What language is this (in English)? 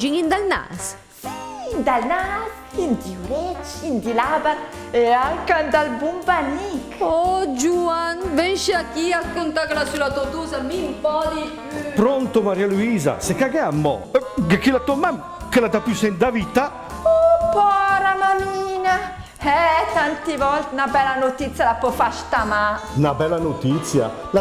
Lombard